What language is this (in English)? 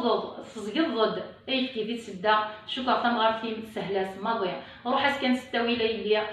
Kabyle